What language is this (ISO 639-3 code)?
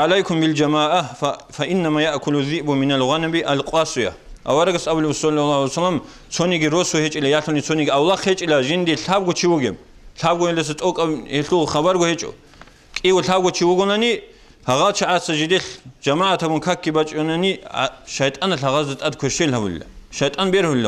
ava